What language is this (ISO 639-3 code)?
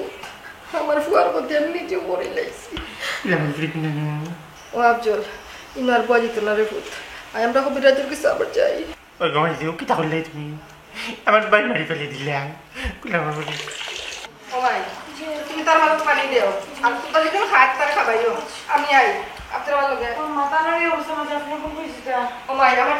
syl